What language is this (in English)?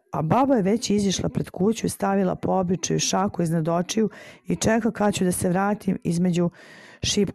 Serbian